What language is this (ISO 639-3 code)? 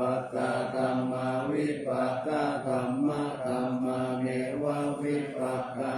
pli